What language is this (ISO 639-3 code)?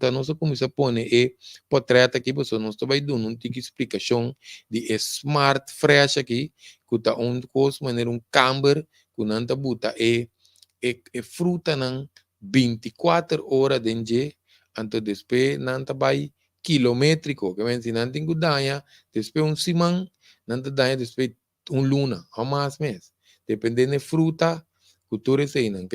pap